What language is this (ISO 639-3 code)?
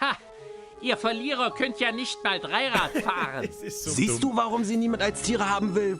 bar